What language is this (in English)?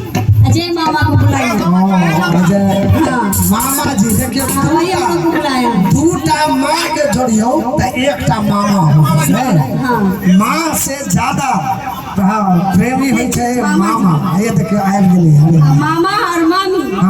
Maithili